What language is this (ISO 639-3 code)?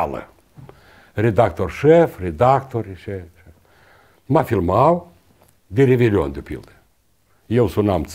ron